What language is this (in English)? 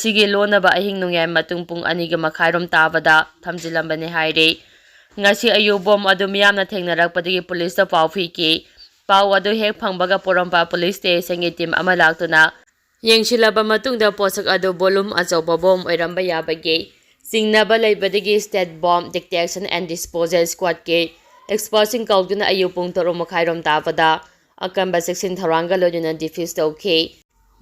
Manipuri